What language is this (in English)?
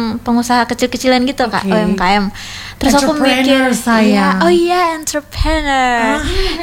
Indonesian